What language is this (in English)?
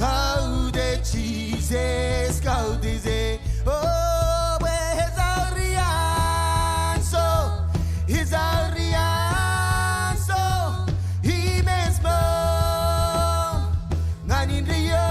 Marshallese